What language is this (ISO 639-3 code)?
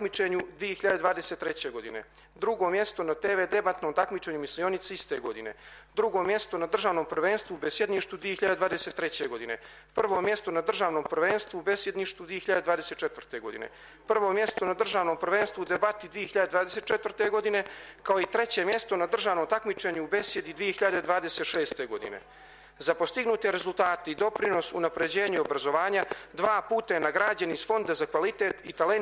srp